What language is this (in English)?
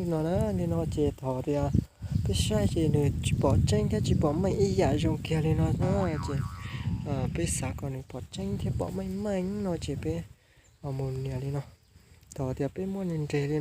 Hmong